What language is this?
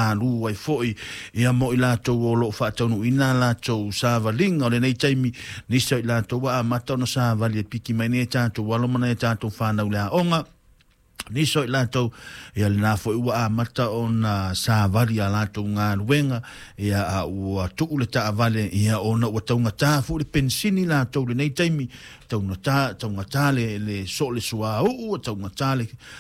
Samoan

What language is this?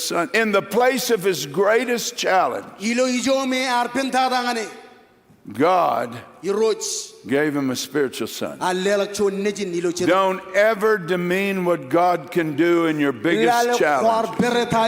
Marshallese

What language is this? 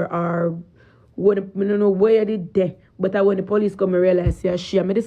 Jamaican Creole English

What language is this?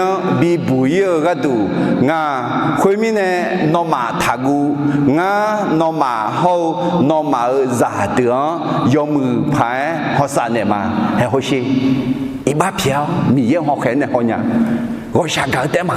Akha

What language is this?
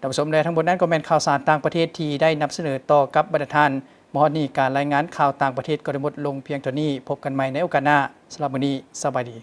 Lao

